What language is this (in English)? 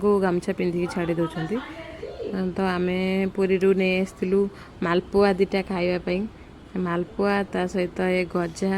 Odia